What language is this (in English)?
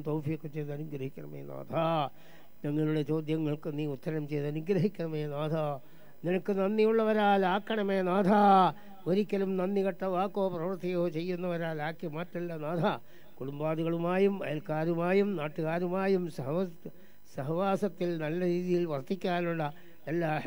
Malayalam